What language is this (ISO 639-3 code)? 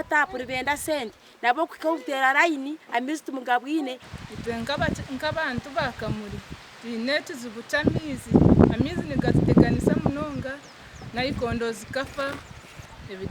nyn